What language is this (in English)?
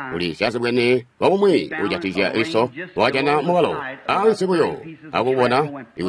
Tonga (Zambia)